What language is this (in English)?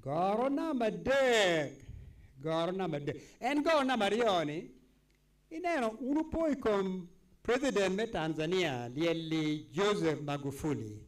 Acoli